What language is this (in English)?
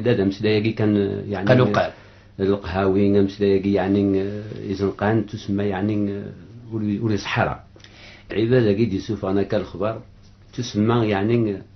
Kabyle